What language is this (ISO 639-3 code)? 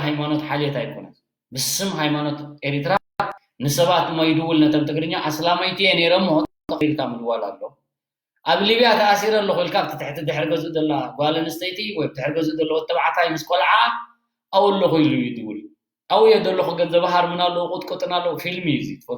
tir